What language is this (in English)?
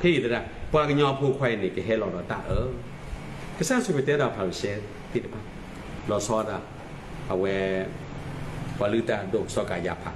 S'gaw Karen